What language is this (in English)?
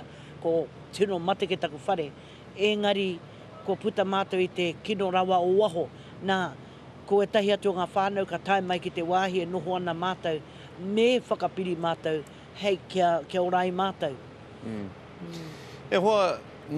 Māori